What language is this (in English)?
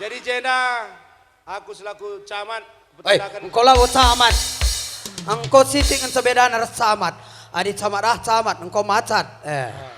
Batak Karo